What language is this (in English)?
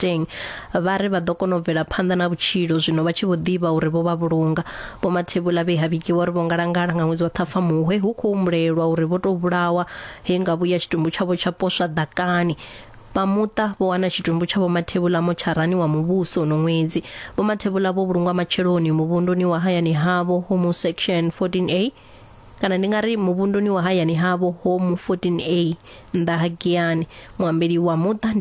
Venda